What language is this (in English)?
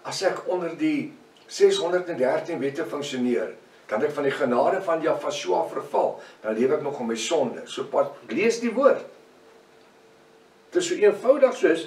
Afrikaans